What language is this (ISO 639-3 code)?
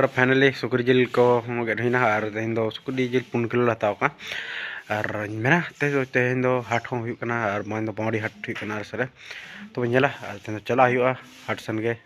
sat